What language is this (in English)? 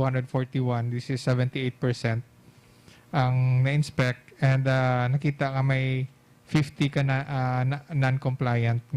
Hiligaynon